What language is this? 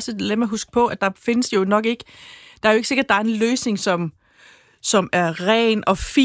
Danish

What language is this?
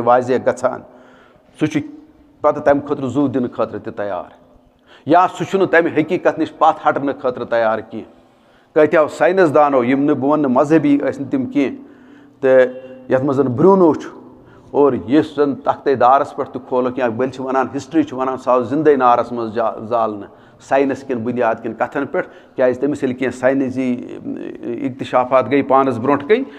Kashmiri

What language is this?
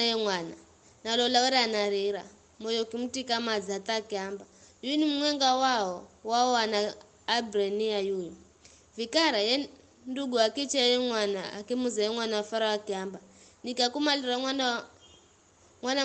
Giryama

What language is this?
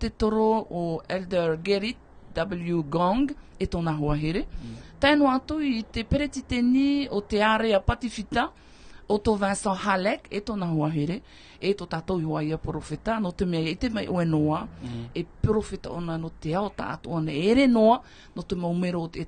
Tahitian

